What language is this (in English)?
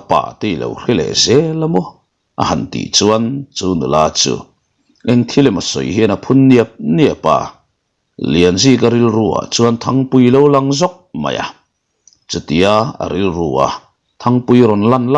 Mizo